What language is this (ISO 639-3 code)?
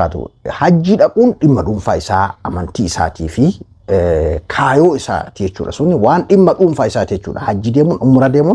orm